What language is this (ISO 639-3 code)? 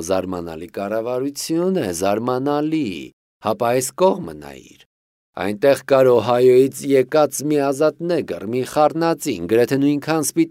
hye